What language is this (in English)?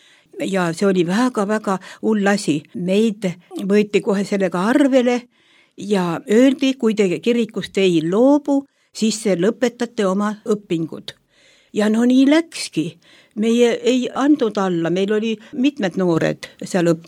Estonian